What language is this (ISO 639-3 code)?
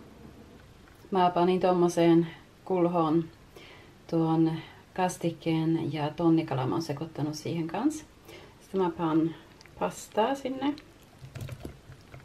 fin